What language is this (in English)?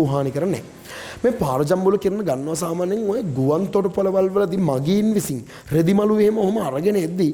Sinhala